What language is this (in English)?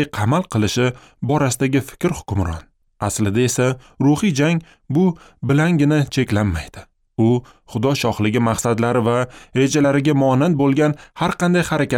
Uzbek